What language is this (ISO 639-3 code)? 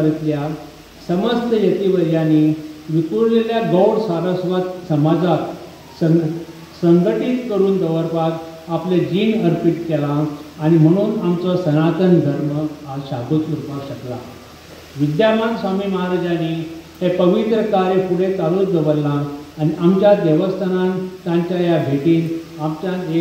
kok